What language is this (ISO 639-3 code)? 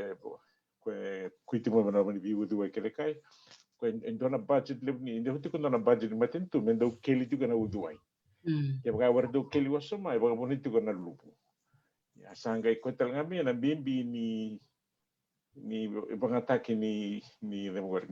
fij